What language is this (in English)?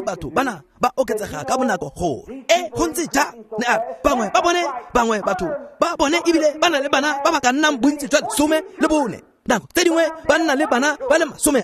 Tswana